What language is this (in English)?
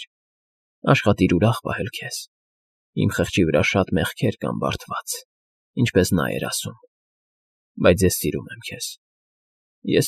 Armenian